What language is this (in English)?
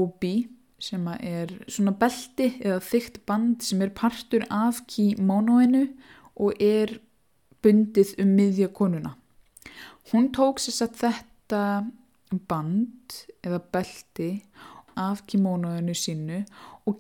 Icelandic